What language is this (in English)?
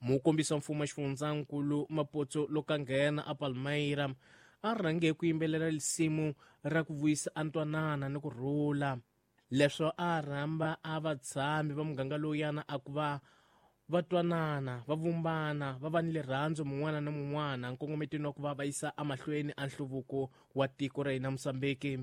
Tsonga